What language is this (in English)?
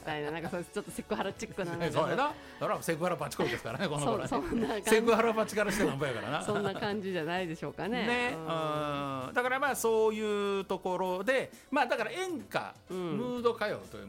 Japanese